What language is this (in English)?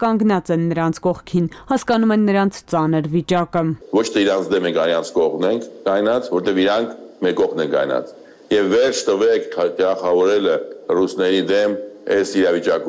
Armenian